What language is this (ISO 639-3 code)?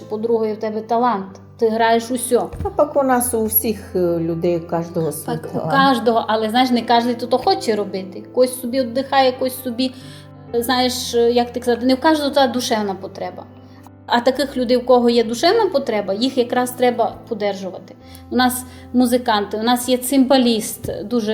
rue